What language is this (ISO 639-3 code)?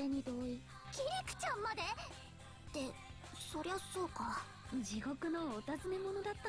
jpn